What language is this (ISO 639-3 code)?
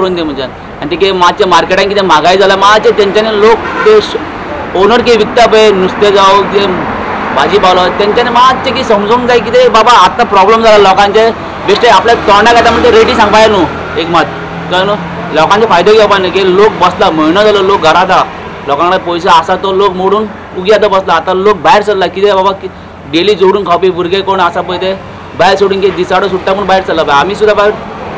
kok